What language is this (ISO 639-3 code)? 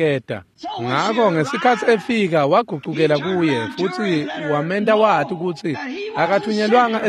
ssw